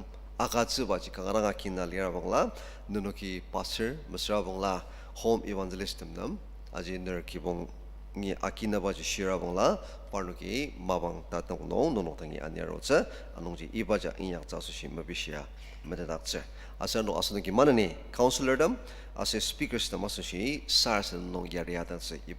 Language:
Ao Naga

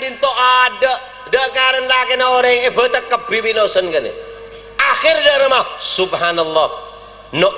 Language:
Madurese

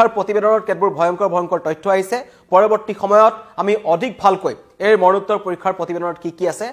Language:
Assamese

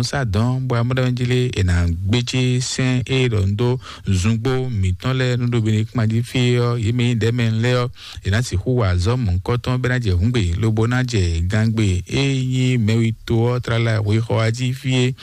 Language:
Fon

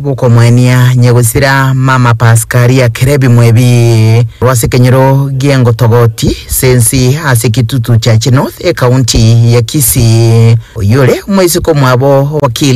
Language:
Gusii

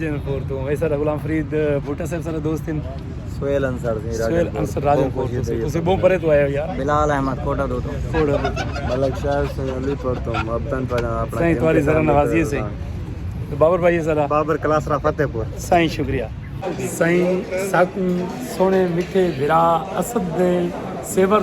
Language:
Saraiki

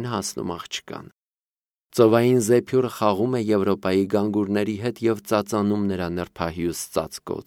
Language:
Armenian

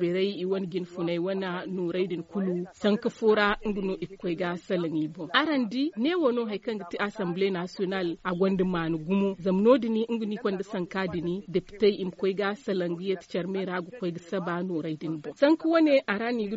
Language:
Zarma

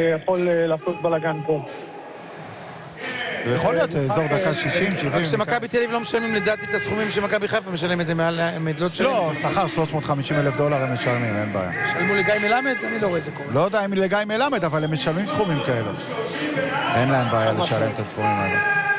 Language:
Hebrew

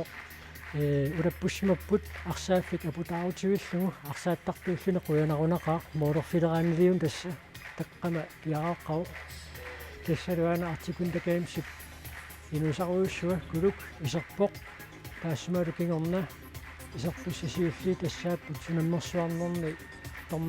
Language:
Kalaallisut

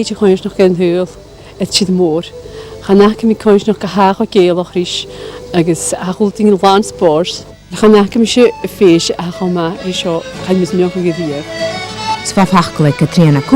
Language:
Scottish Gaelic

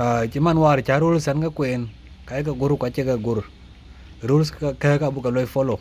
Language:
Dinka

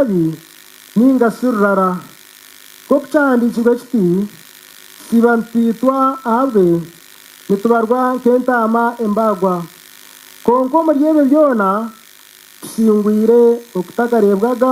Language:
Nyankole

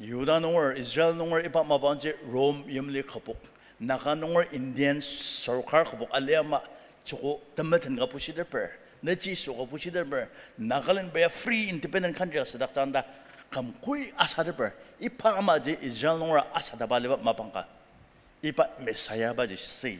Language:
Ao Naga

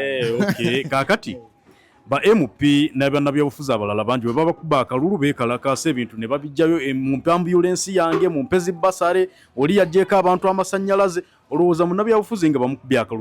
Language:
Ganda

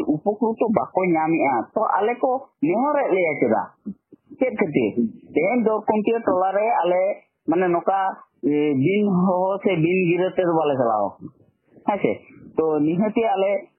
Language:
Santali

